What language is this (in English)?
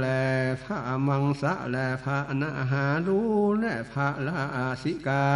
Northern Thai